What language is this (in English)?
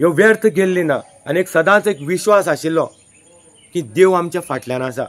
Konkani